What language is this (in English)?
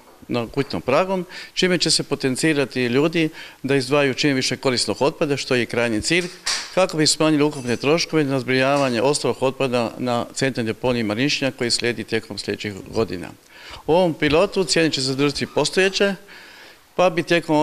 Croatian